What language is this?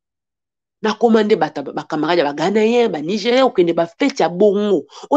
Lingala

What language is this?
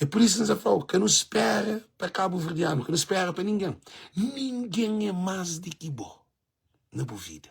Kabuverdianu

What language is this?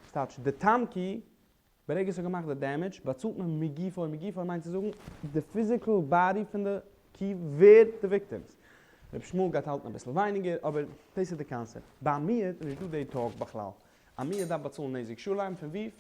Yiddish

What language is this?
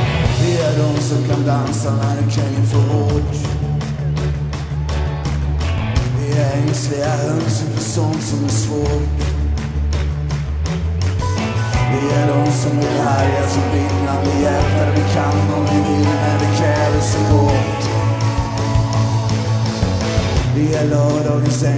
Swedish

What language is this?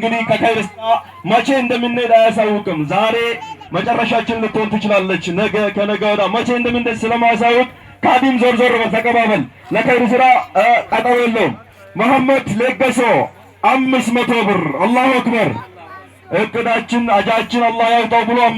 Amharic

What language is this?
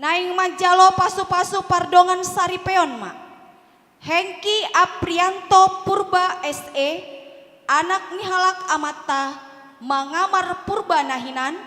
Batak Toba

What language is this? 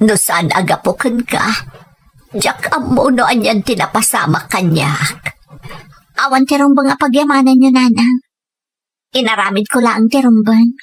Iloko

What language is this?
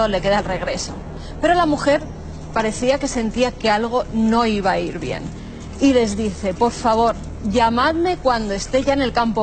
Spanish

